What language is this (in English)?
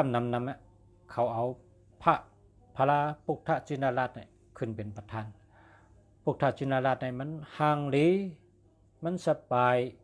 Shan